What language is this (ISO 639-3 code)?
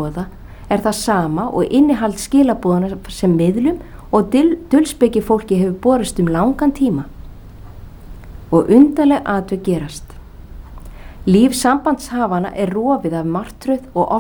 isl